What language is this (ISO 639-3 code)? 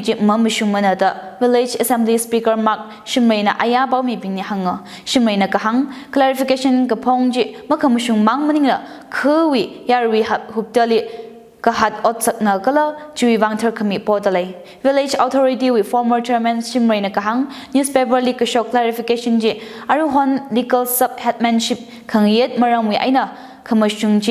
nmf